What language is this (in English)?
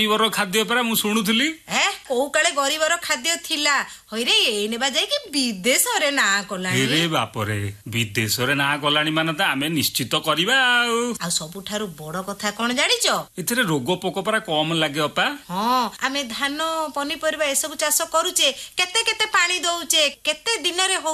Odia